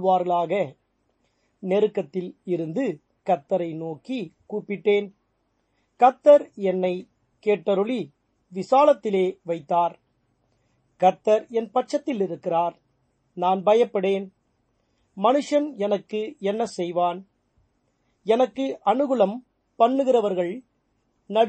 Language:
Tamil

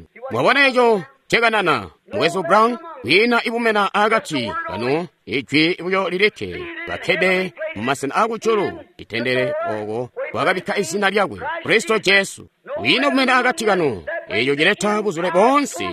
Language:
Tonga (Zambia)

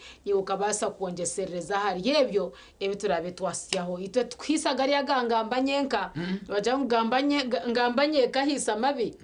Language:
Nyankole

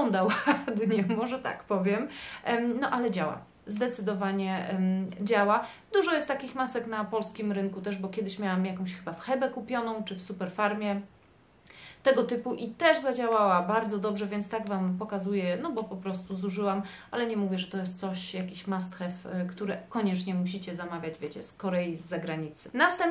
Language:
Polish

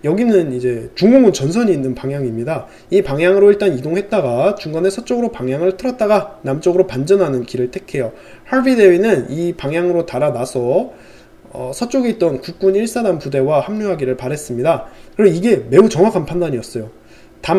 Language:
Korean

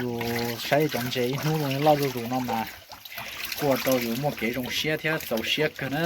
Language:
Hmong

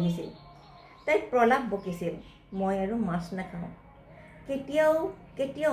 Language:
Assamese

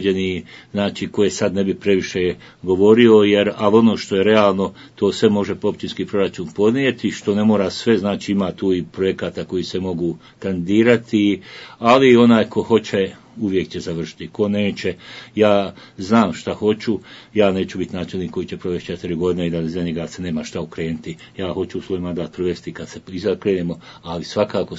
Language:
Bosnian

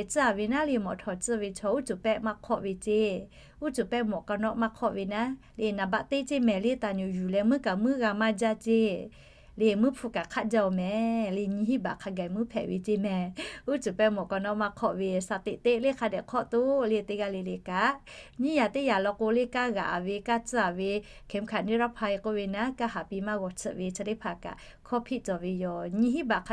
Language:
Lahu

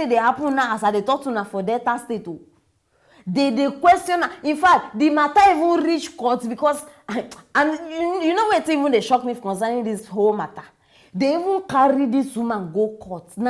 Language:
Nigerian Pidgin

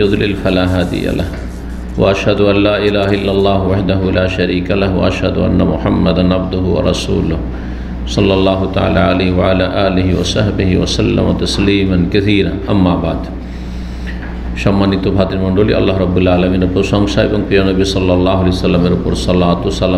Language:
Bangla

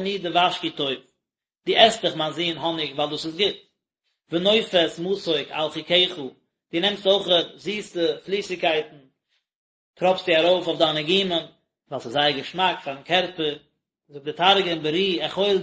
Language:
Yiddish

